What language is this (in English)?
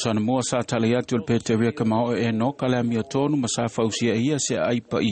Samoan